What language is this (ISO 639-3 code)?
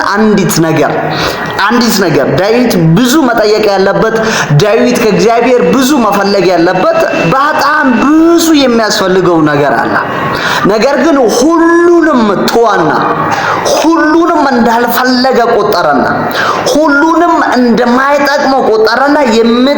amh